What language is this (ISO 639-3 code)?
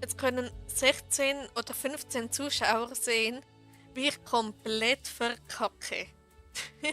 gsw